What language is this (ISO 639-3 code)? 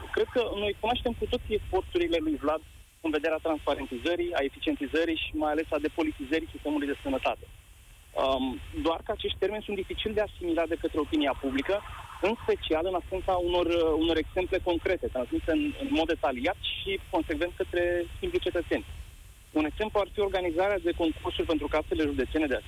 ron